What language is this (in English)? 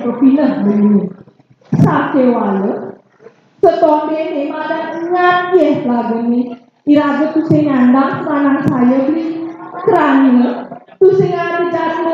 Balinese